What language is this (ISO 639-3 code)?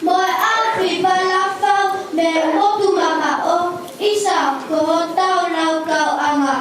ton